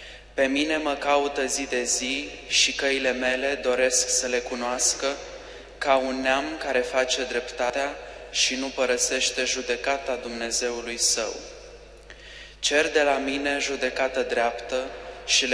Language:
Romanian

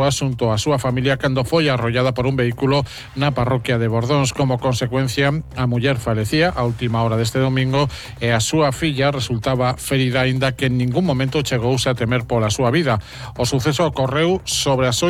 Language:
Galician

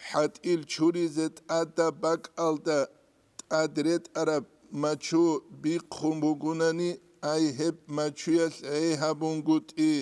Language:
Avaric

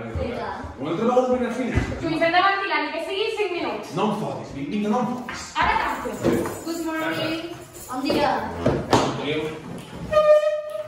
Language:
Catalan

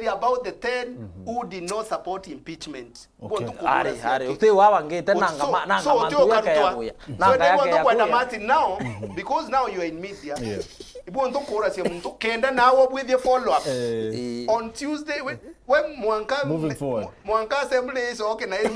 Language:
Meru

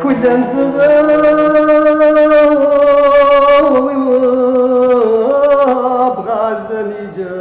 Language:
Kabardian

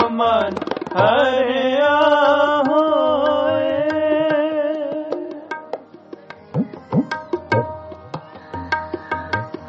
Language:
Punjabi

